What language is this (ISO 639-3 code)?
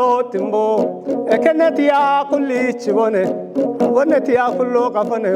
kbr